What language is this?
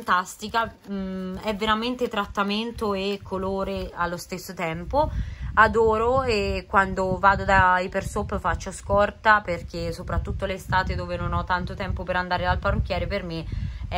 Italian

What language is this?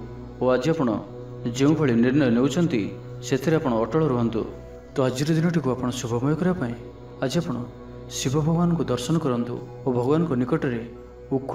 Odia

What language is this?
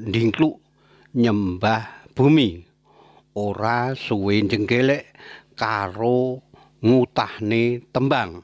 Javanese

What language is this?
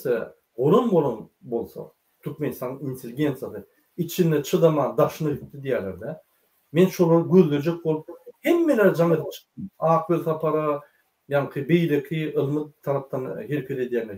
Turkmen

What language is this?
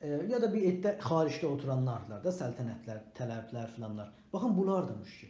South Azerbaijani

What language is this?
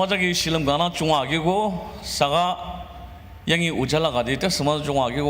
Ao Naga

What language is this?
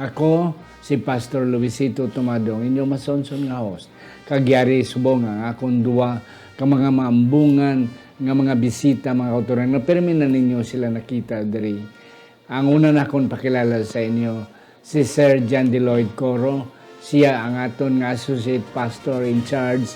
Hiligaynon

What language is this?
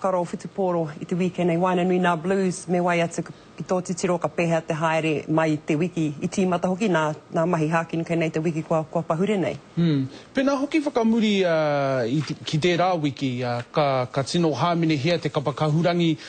Māori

